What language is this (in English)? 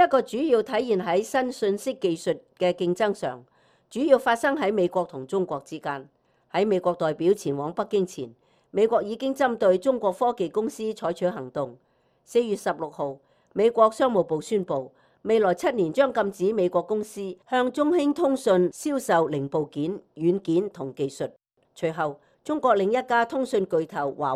Cantonese